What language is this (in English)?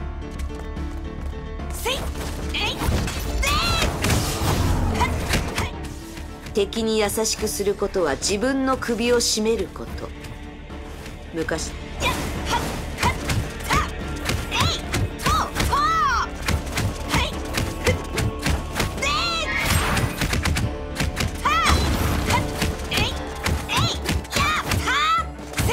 Japanese